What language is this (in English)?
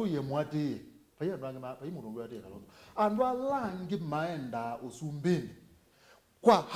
Kamba